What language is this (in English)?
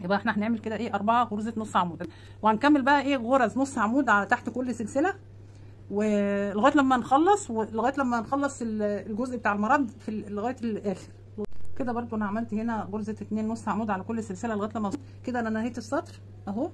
Egyptian Arabic